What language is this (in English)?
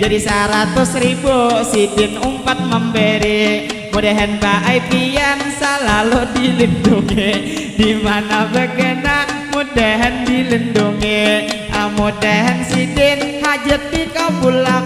Banjar